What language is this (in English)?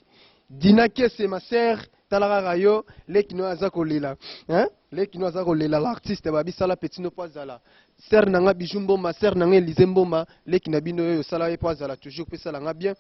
Lingala